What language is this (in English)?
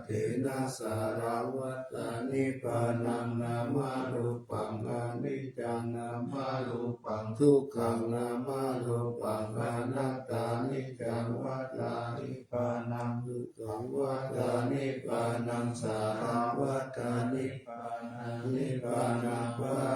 Pali